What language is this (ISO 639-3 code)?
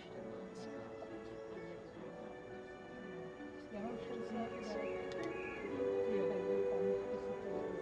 ces